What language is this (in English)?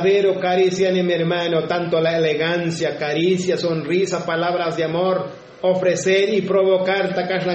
Tzotzil